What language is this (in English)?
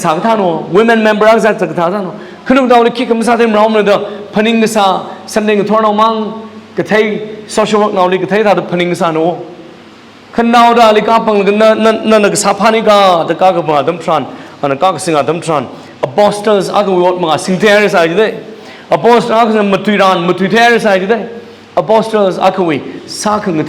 Tangkhul Naga (India)